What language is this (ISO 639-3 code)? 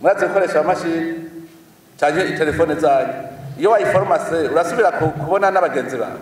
run